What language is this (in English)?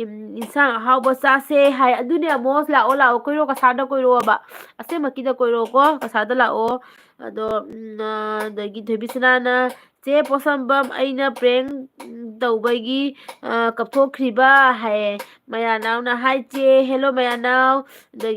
Manipuri